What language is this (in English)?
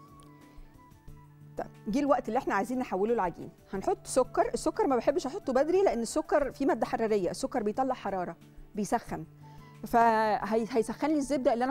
Egyptian Arabic